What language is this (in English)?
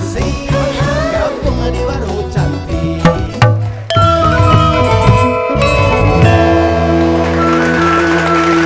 Indonesian